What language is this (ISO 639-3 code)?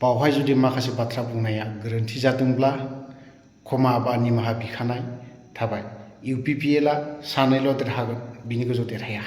brx